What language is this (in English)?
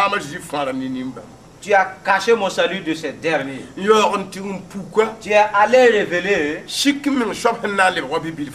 Mossi